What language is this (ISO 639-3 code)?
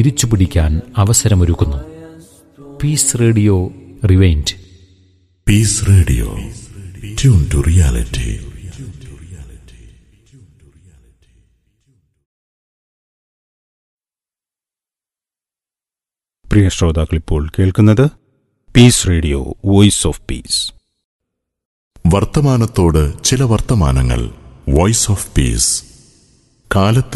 mal